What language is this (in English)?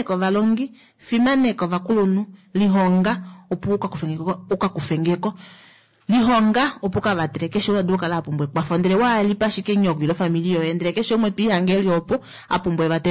Kuanyama